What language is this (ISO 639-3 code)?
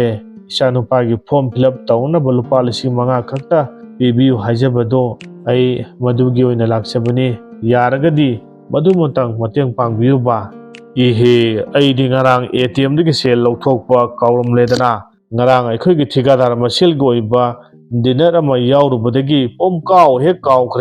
mni